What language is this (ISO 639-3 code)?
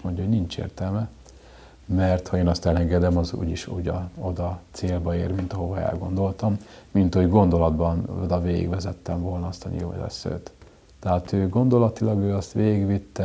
hun